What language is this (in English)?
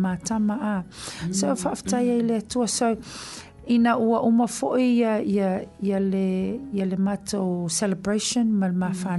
Samoan